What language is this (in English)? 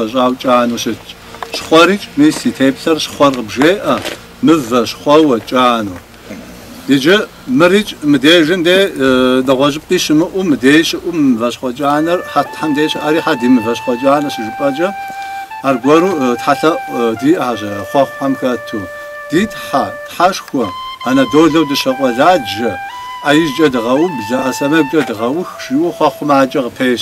Kabardian